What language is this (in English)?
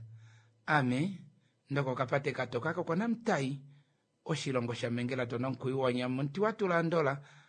Kuanyama